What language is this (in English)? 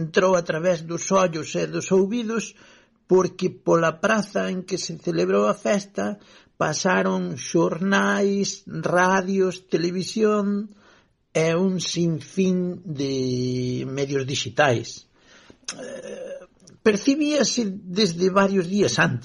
Galician